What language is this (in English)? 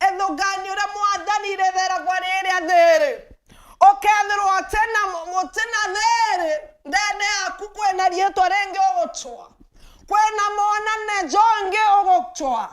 Meru